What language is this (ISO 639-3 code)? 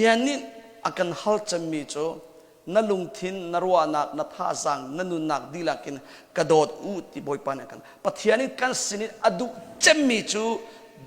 cnh